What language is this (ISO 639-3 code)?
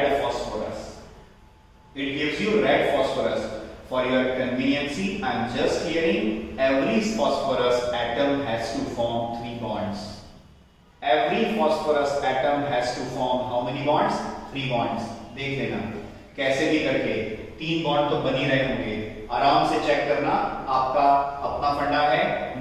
hin